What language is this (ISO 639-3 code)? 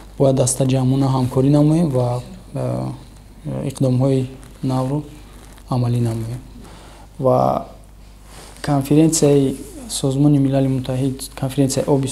tgk